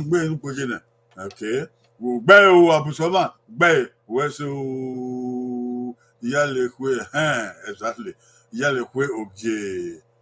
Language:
Bini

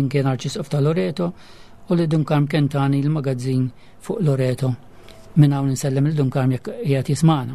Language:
Maltese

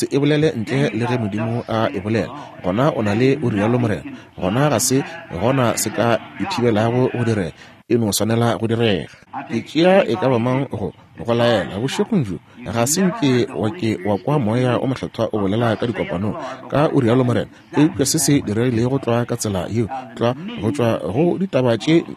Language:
Northern Sotho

